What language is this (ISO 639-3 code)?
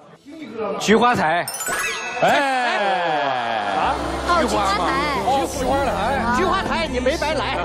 zho